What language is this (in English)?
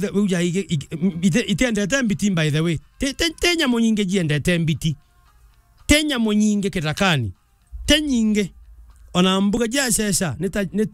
Meru